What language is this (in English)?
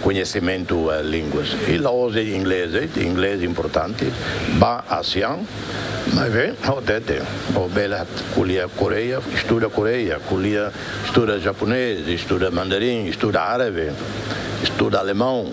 Tetum